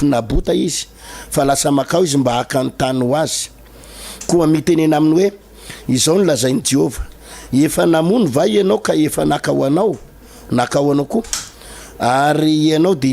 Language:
Malagasy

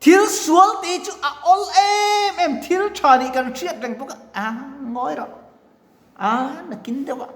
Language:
Mizo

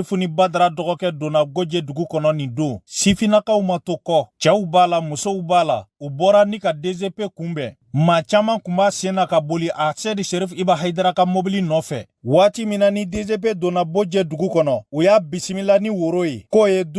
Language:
Bambara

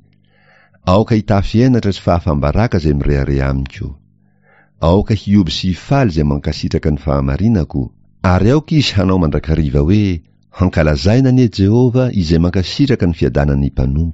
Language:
Malagasy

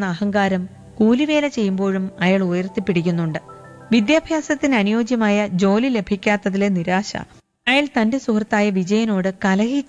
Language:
Malayalam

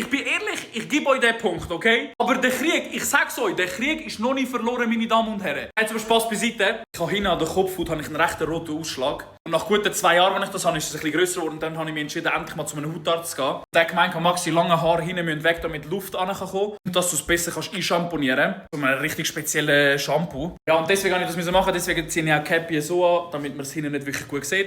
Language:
Swiss German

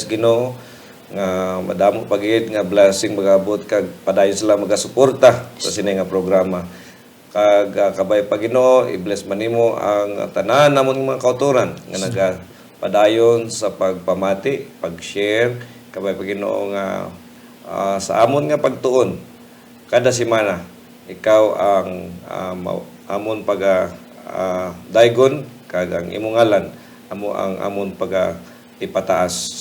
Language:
Hiligaynon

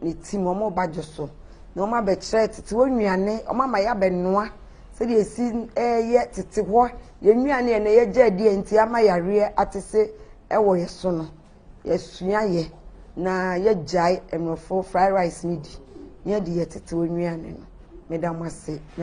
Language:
Akan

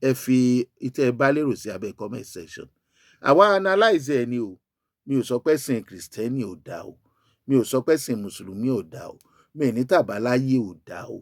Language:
Yoruba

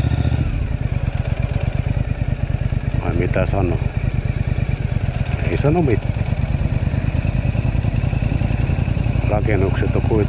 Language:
Finnish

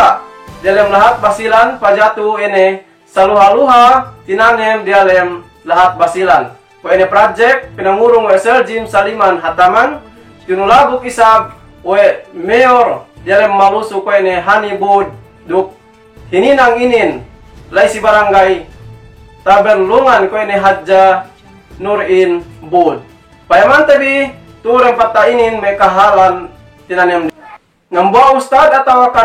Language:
Yakan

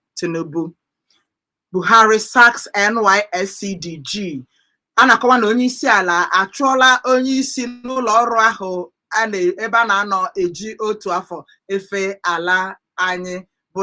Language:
Igbo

